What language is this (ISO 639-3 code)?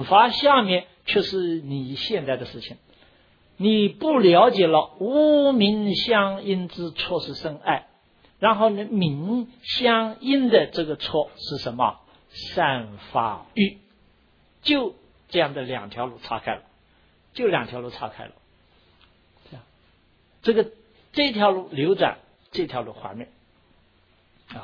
zho